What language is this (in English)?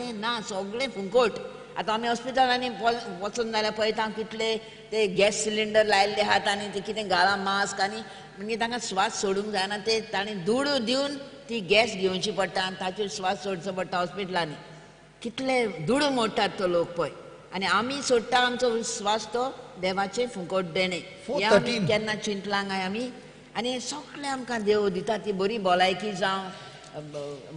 Konkani